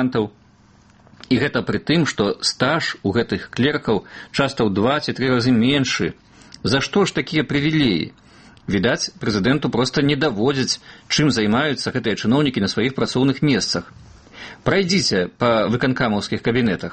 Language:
Belarusian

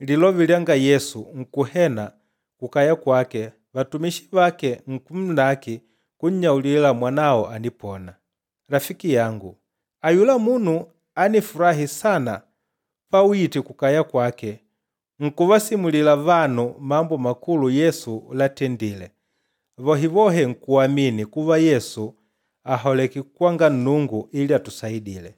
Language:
Makonde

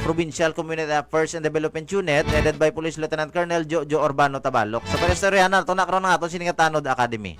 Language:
Hiligaynon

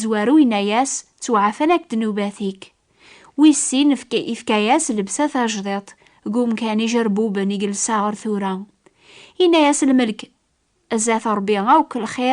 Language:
Kabyle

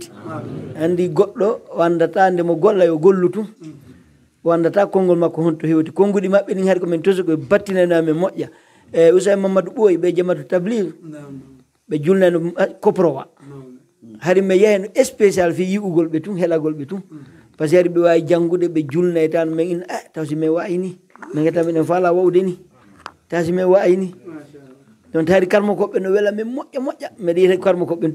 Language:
Pular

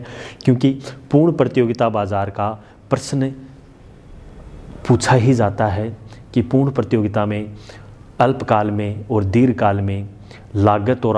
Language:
Hindi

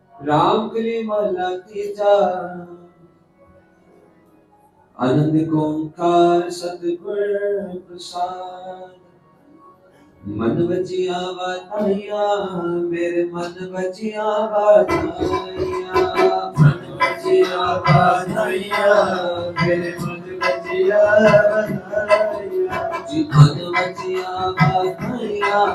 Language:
Punjabi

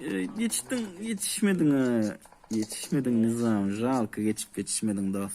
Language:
Turkmen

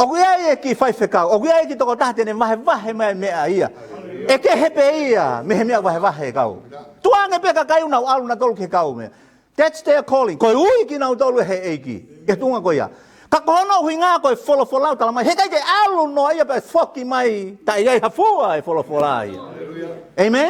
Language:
Tongan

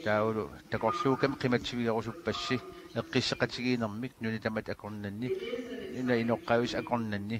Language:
Kalaallisut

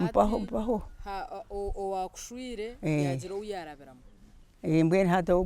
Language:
Nyankole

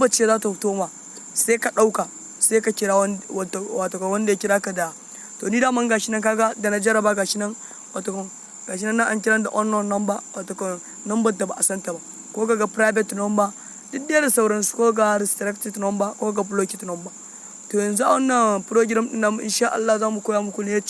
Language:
Hausa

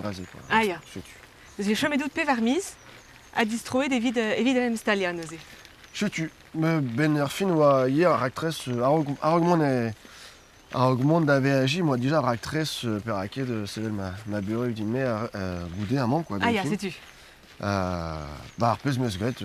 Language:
Breton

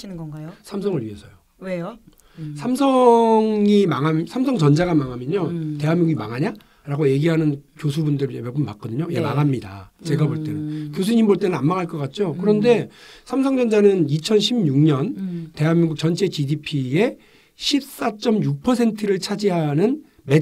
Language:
Korean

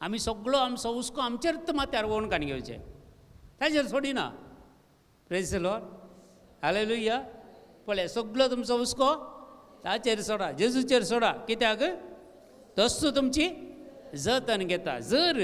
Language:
Konkani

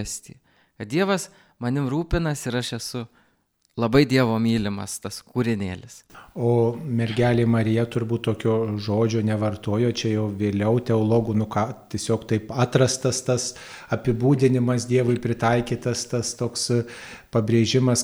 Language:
Lithuanian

